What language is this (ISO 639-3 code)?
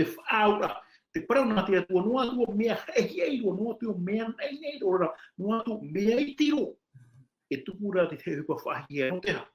tah